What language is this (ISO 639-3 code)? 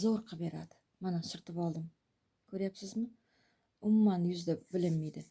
uzb